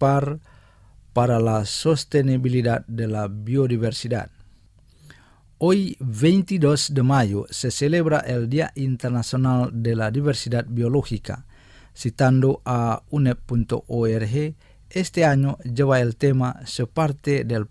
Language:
Spanish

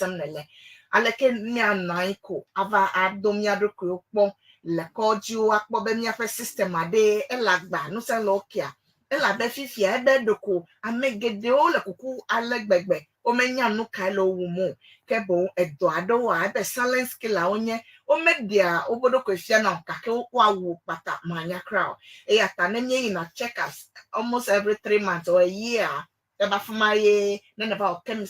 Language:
Ewe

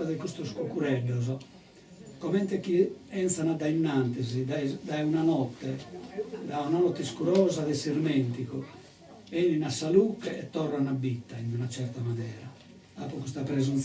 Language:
Sardinian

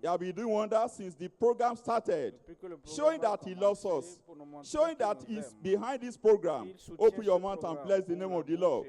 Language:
Ewe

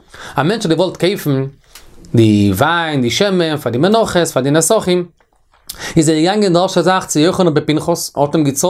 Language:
Yiddish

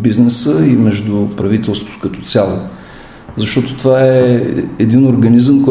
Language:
Bulgarian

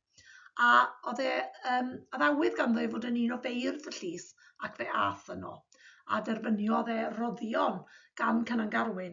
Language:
Welsh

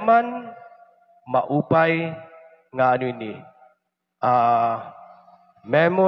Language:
Waray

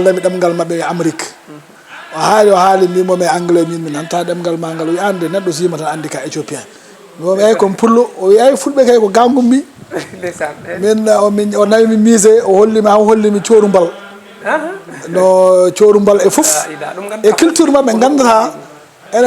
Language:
Fula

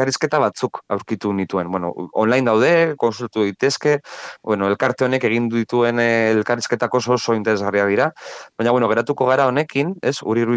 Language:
Basque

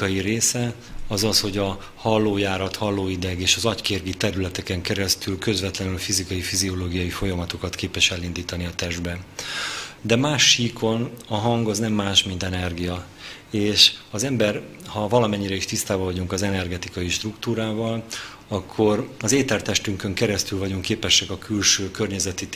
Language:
Hungarian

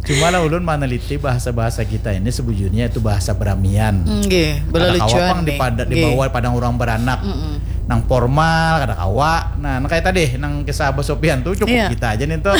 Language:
Banjar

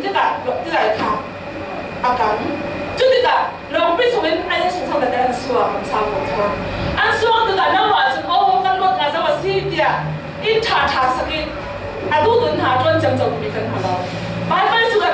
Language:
Falam Chin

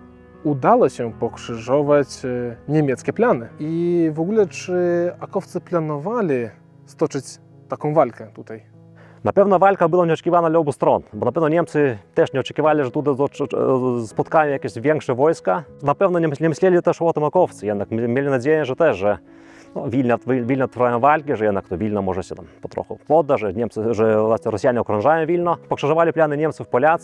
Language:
Polish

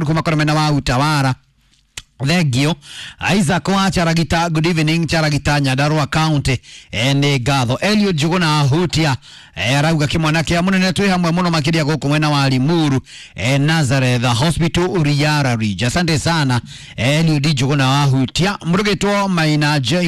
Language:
Kikuyu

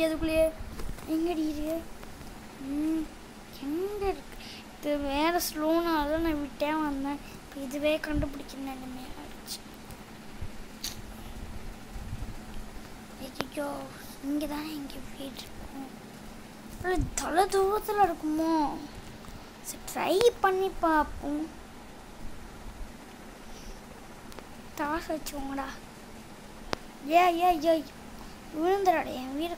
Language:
Tamil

